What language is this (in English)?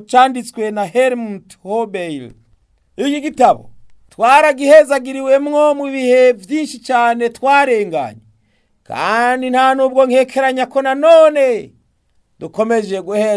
Rundi